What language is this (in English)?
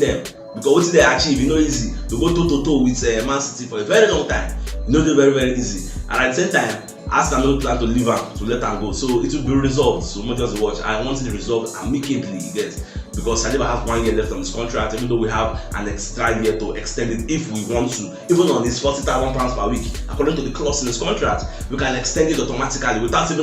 Nigerian Pidgin